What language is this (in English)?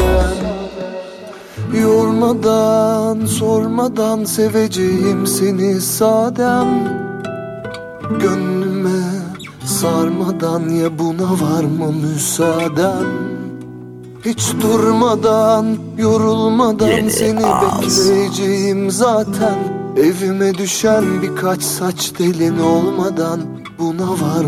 Turkish